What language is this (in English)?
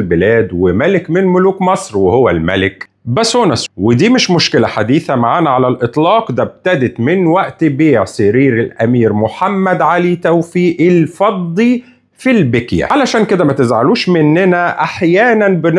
Egyptian Arabic